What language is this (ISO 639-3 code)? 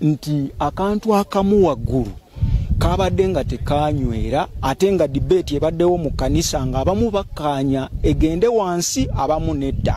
lug